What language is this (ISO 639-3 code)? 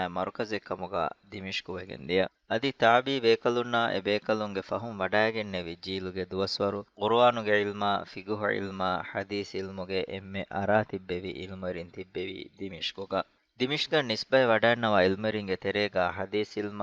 div